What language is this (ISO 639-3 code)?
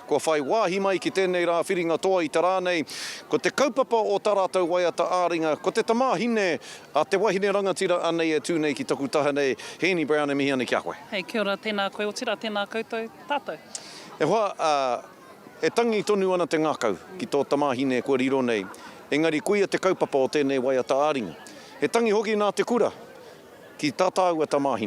mri